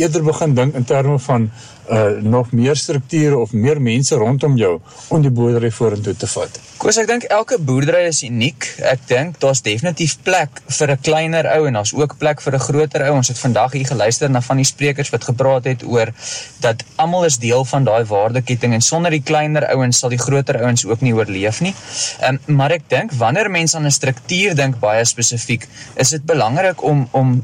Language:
Afrikaans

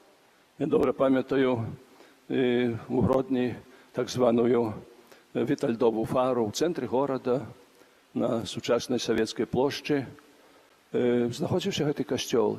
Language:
Belarusian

